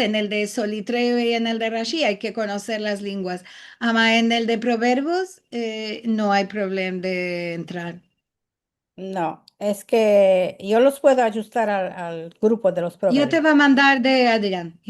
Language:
Ladino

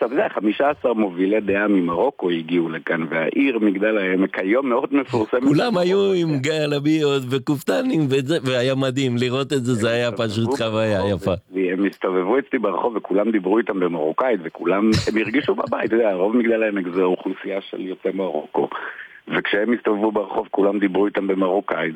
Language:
Hebrew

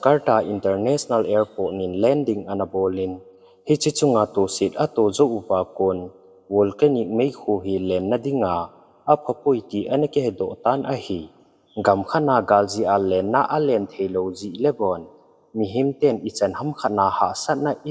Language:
Thado Chin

